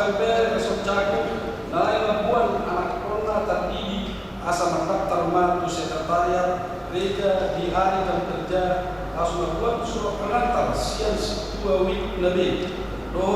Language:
Batak Toba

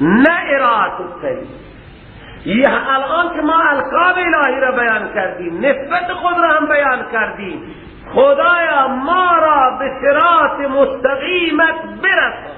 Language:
Persian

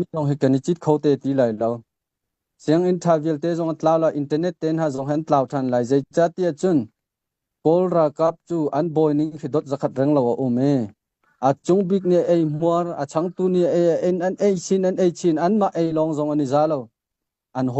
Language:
Hakha Chin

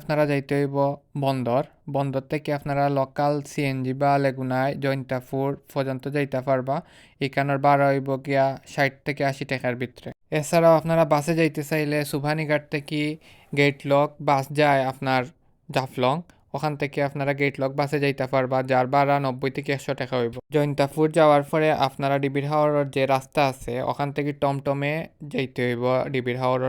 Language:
Sylheti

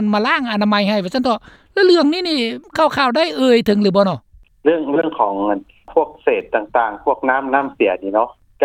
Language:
Lao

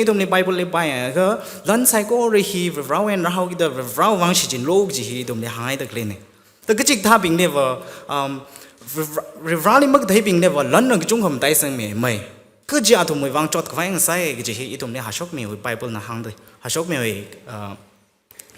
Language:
Tangkhul Naga (India)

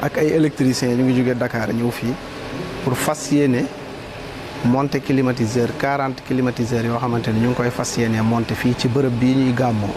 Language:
Wolof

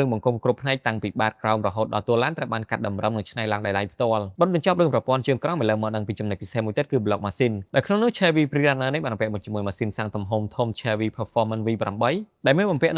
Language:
Khmer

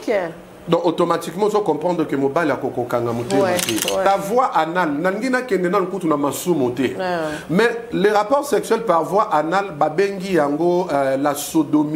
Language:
Lingala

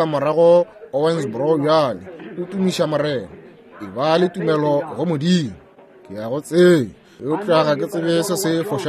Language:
Northern Sotho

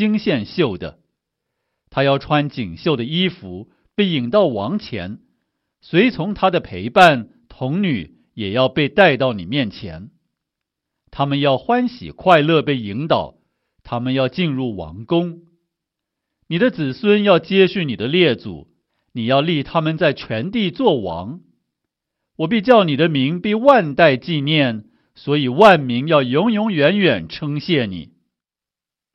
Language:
Chinese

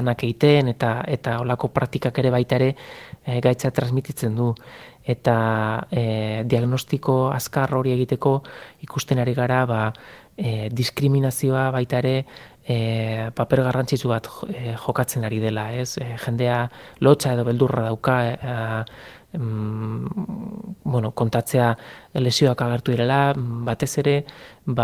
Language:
Basque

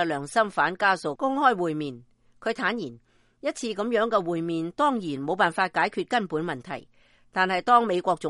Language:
Cantonese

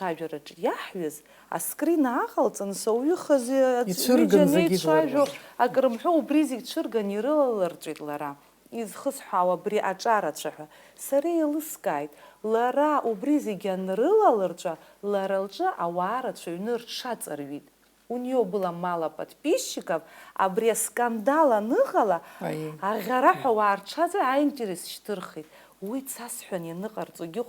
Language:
Abkhazian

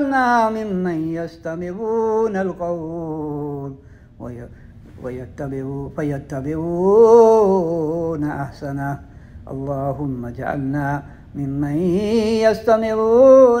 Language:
Burmese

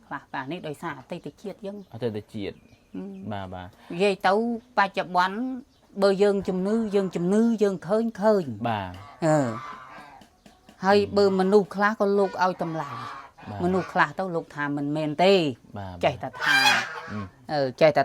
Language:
Khmer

